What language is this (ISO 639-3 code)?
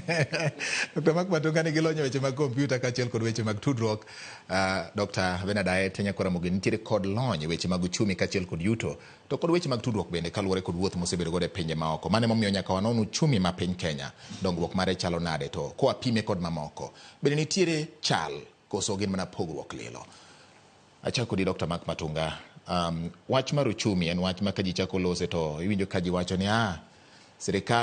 luo